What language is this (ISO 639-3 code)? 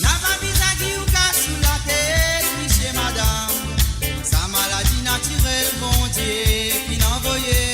mfe